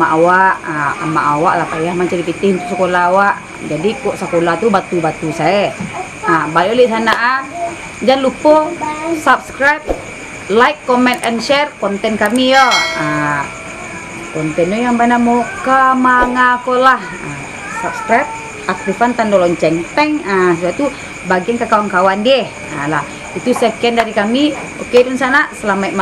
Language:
Minangkabau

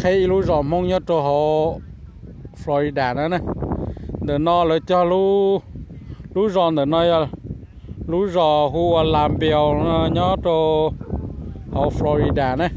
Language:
Hmong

